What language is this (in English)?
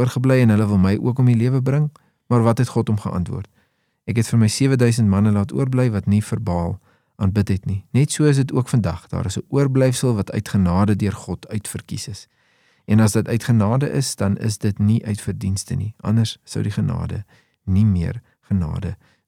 Afrikaans